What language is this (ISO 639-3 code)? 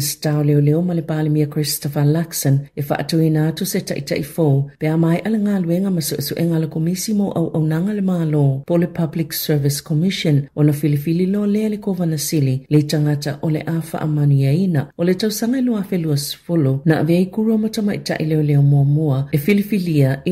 smo